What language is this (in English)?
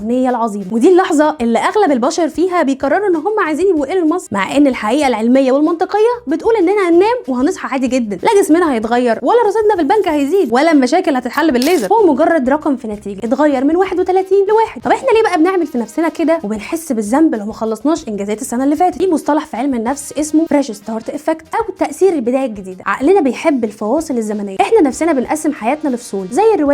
Egyptian Arabic